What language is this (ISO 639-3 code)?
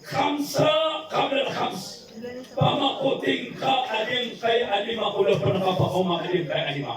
mrw